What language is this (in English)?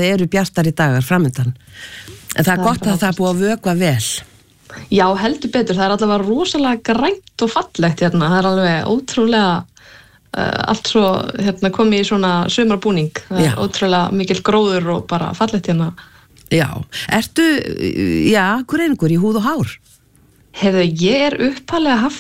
Icelandic